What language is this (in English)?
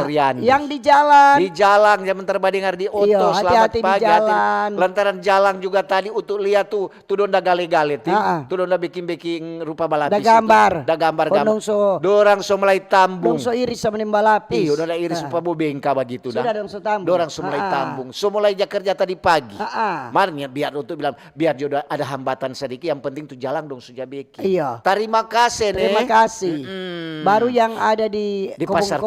Manado Malay